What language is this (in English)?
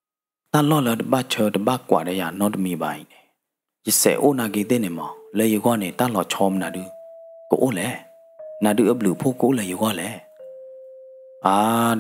S'gaw Karen